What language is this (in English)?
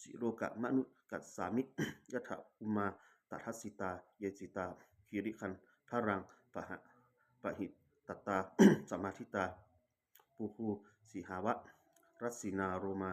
Pali